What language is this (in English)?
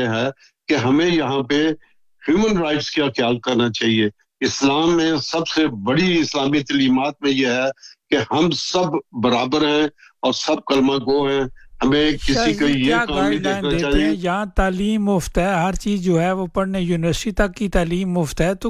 Urdu